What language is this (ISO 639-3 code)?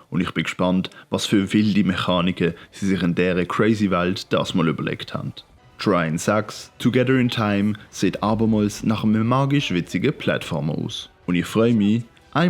gsw